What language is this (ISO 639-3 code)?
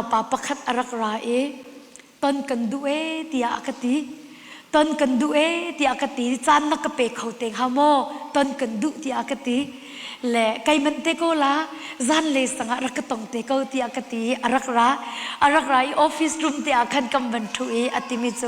cnh